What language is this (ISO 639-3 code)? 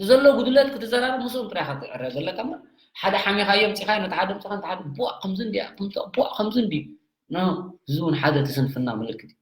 tir